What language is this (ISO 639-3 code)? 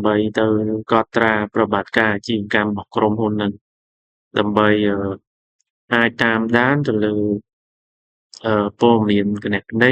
khm